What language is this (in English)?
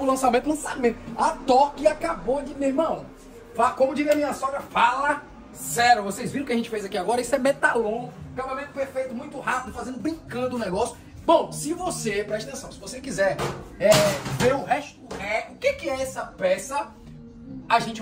Portuguese